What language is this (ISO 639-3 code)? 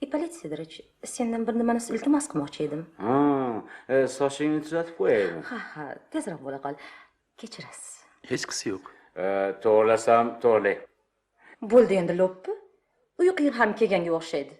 uzb